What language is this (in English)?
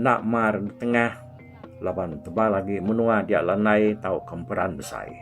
Iban